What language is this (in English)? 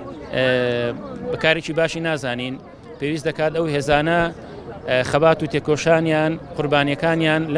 Central Kurdish